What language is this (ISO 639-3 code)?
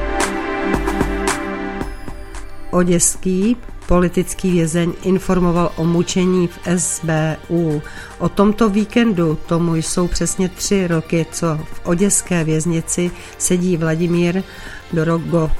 ces